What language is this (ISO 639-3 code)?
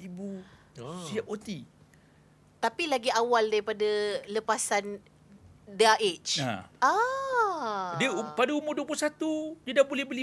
msa